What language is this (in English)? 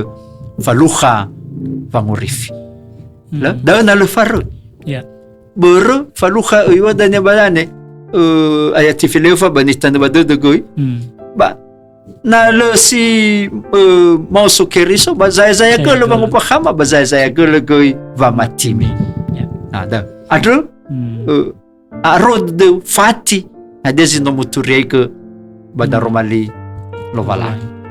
Nias